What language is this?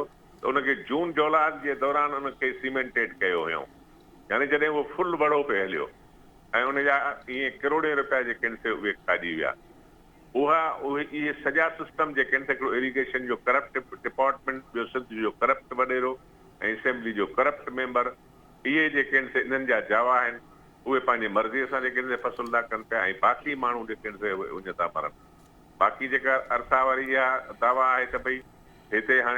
Sindhi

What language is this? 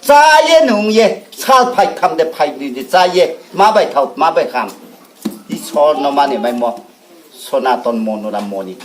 Riang (India)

